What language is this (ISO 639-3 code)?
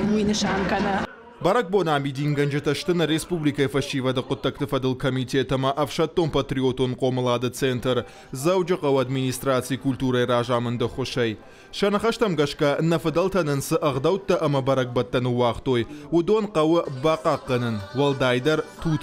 oss